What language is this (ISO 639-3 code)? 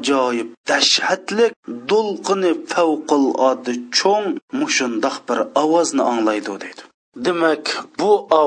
uig